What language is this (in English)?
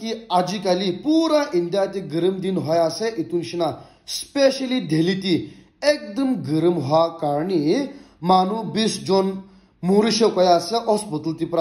Naga Pidgin